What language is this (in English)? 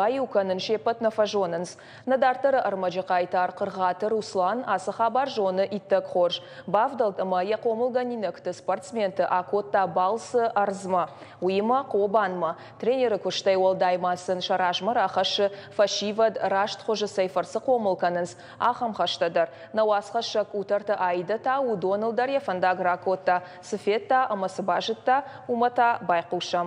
Ossetic